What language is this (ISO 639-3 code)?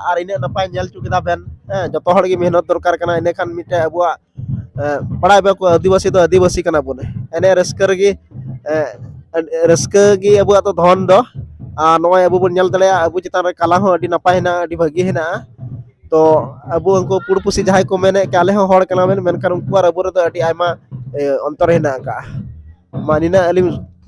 sat